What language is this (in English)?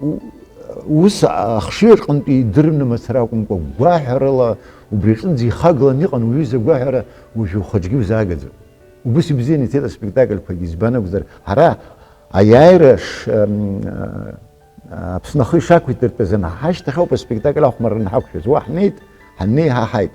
Abkhazian